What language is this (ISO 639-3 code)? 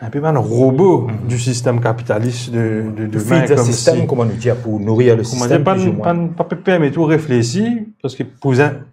mfe